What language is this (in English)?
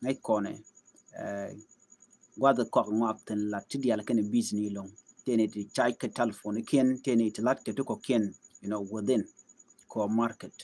Nuer